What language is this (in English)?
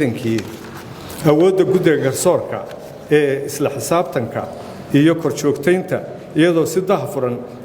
Somali